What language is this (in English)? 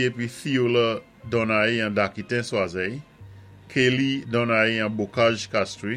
Saint Lucian Creole French